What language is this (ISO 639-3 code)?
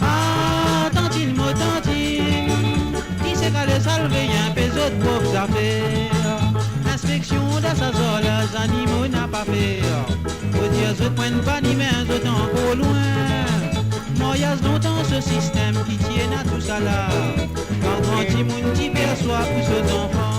mfe